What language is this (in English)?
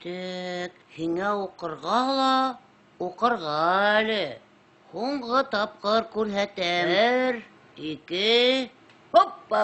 Bashkir